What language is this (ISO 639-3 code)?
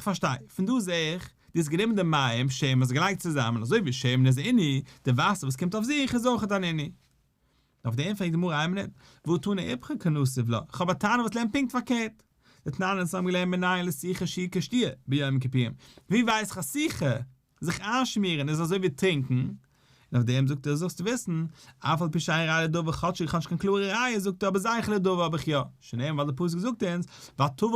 yid